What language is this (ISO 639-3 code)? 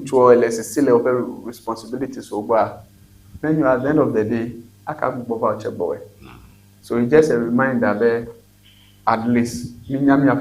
ewe